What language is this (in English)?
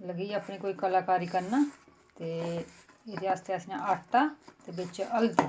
Dogri